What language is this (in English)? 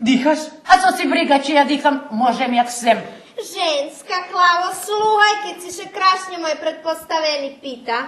Rusyn